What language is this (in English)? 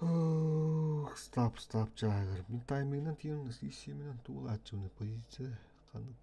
Yakut